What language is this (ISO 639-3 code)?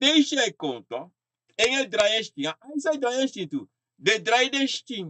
srn